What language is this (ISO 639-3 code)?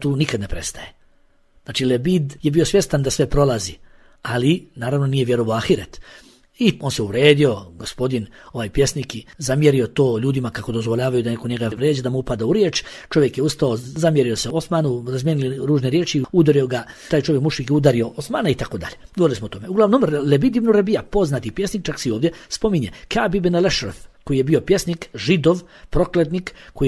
bos